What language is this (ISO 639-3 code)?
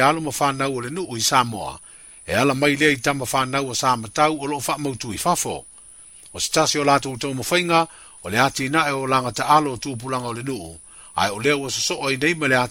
smo